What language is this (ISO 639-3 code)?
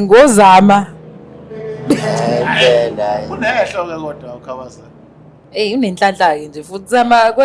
zul